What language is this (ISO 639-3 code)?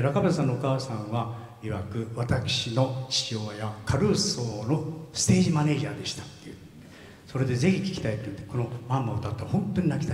jpn